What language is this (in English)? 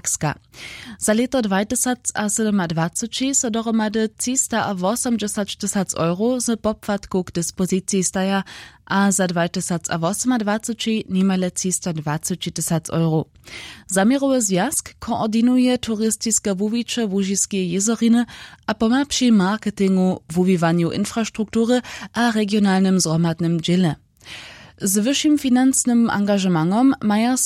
Upper Sorbian